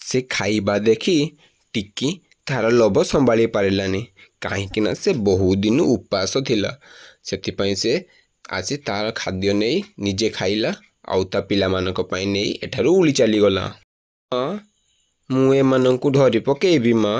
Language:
Odia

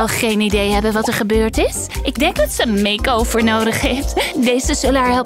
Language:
Dutch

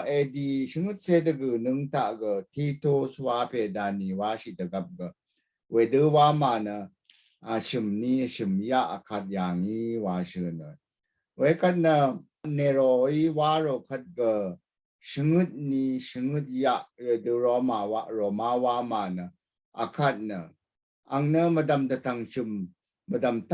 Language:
Rawang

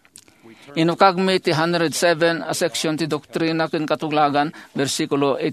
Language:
Iloko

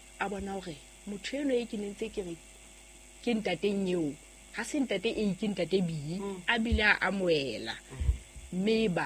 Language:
Southern Sotho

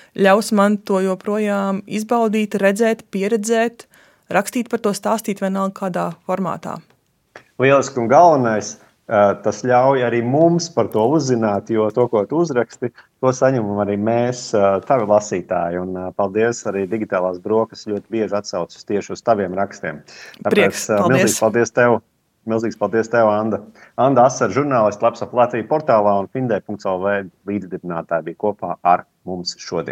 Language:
Latvian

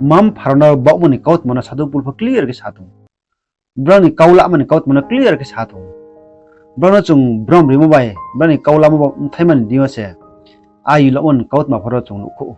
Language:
Riang (India)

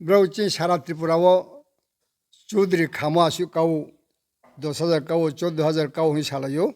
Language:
Riang (India)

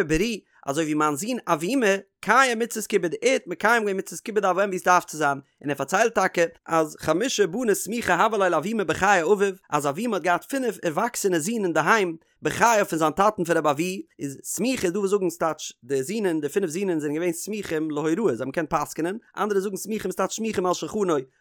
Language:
Yiddish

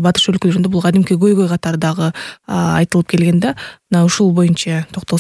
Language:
Kyrgyz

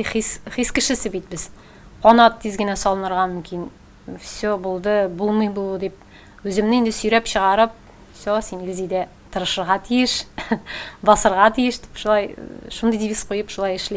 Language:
Tatar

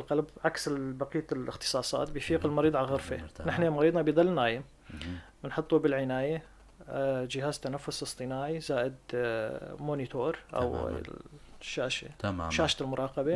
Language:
North Levantine Arabic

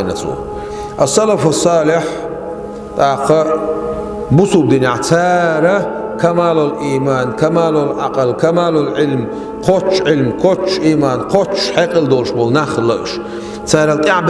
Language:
Chechen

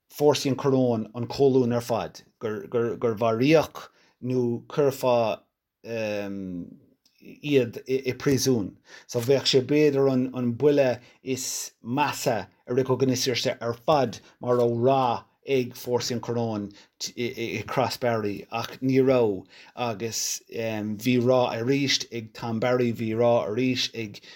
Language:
Irish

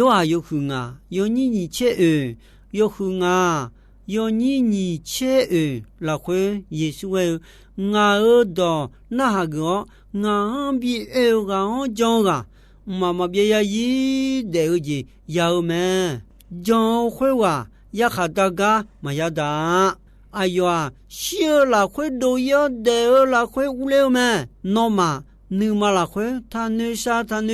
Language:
Akha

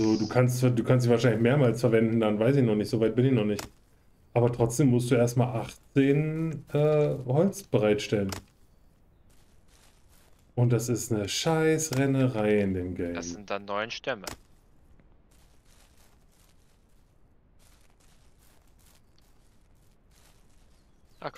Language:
German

